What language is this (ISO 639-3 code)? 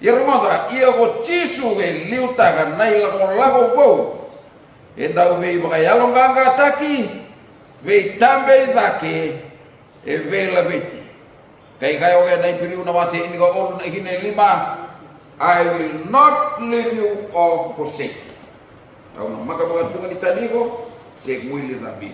fij